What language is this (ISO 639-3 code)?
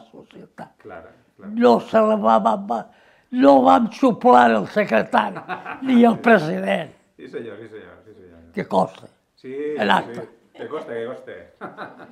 cat